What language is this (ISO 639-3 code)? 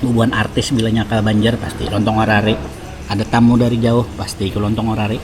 bjn